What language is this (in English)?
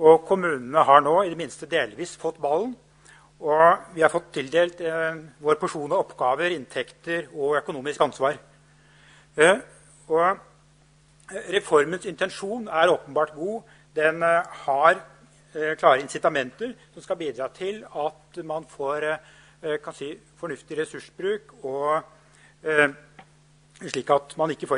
Norwegian